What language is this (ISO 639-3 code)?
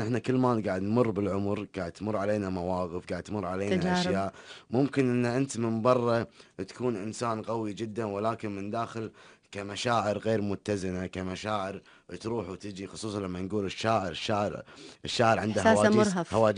afb